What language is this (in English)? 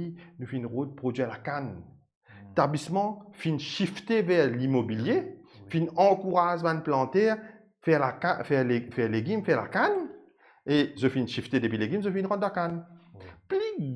Morisyen